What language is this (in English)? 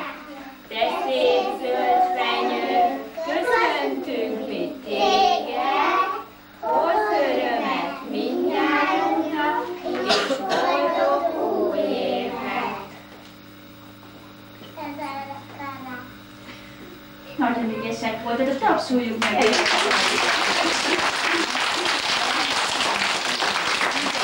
Hungarian